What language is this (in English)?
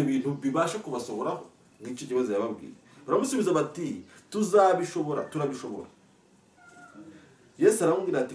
Kinyarwanda